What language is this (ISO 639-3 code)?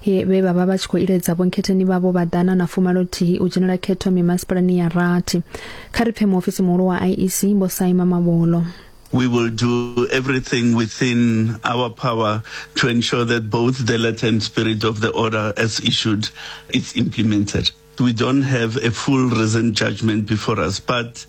ven